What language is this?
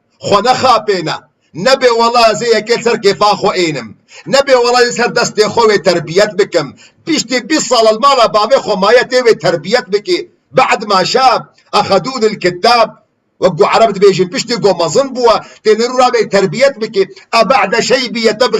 Kurdish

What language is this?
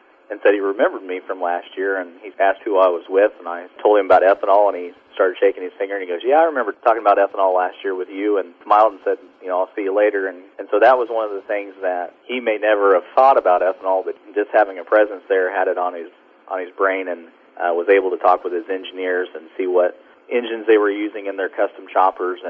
English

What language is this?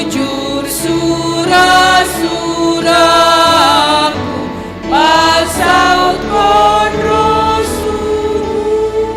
Batak Simalungun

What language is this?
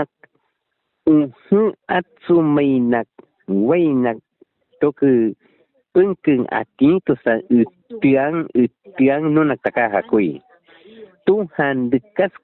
Aguaruna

